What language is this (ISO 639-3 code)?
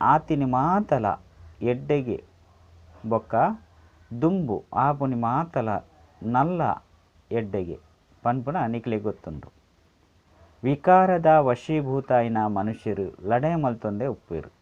tcy